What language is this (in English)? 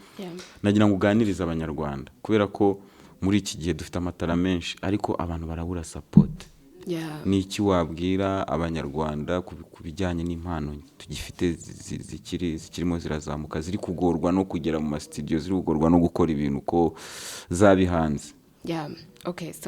Kinyarwanda